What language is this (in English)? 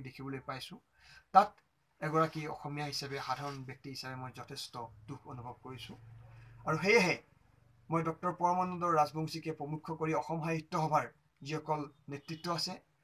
Assamese